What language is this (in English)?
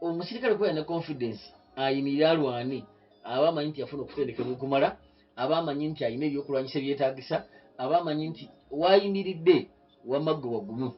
Ganda